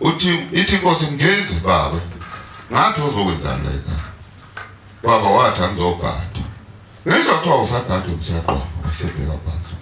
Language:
Zulu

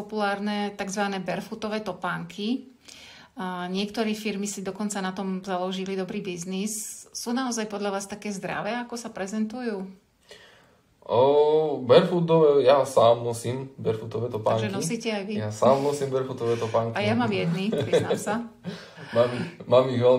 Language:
Slovak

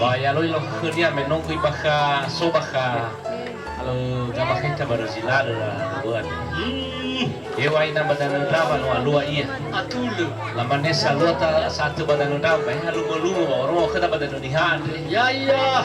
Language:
Nias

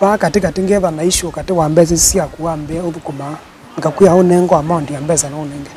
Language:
Kamba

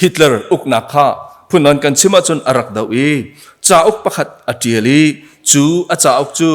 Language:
Hakha Chin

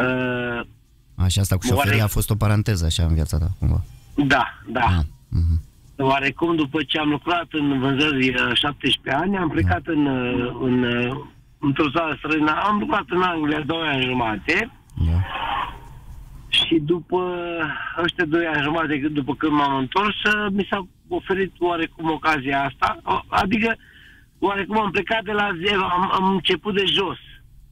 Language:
Romanian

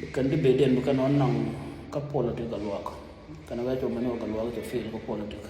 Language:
Nuer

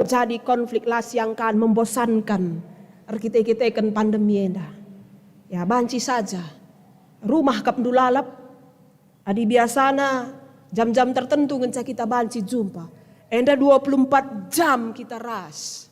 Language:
Batak Karo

